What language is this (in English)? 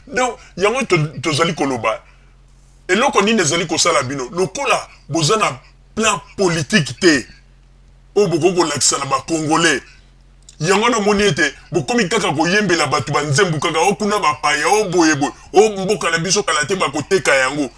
Lingala